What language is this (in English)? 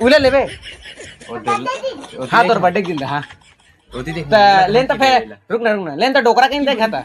Chhattisgarhi